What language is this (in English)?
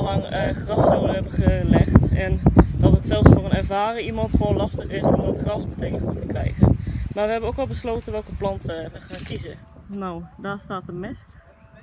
Dutch